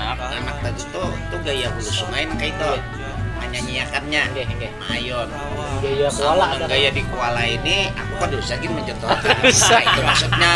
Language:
Banjar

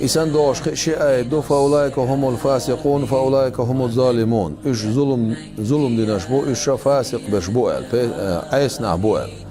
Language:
Chechen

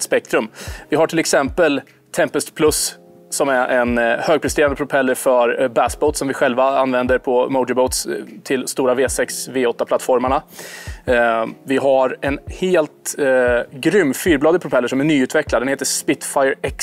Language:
Swedish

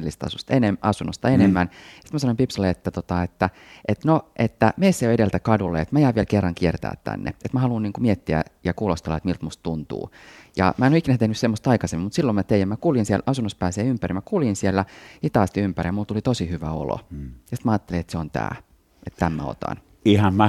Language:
Finnish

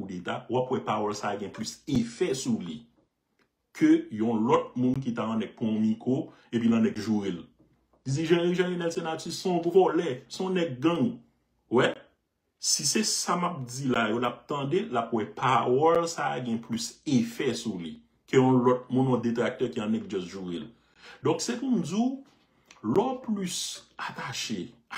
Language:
Haitian Creole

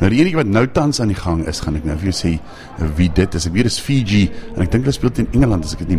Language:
Afrikaans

